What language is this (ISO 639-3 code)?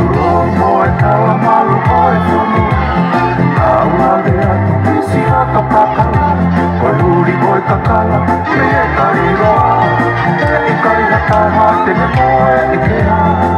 ton